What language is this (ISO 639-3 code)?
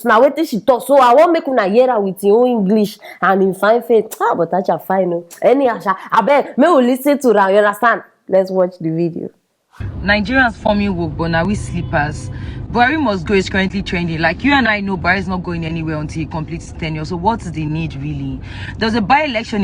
pcm